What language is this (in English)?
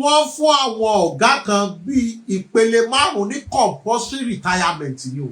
Yoruba